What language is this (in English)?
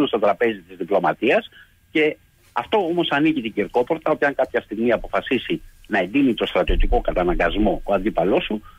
Greek